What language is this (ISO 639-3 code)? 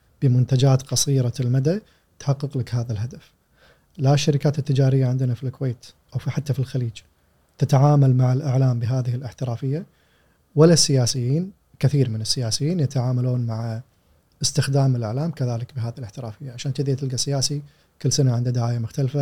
afb